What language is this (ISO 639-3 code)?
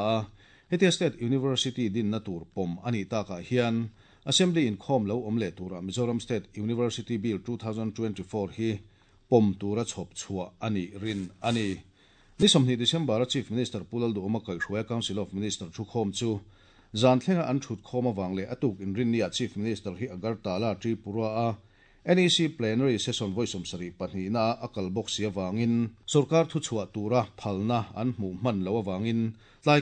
lus